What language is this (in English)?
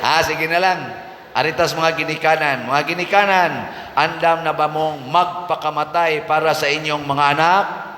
Cebuano